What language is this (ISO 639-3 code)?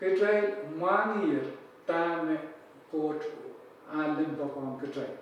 pon